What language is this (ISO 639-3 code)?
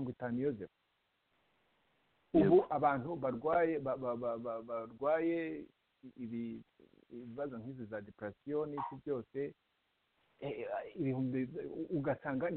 kin